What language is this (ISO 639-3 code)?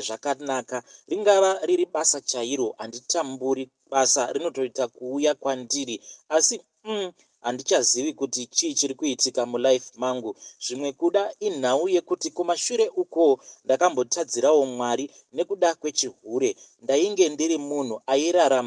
sna